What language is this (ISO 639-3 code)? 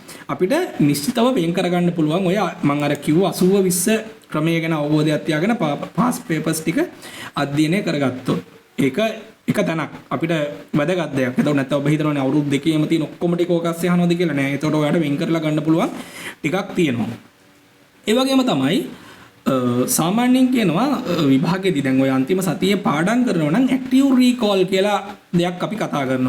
sin